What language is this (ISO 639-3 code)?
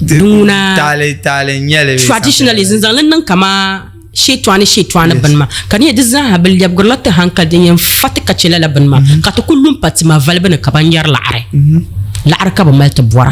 dag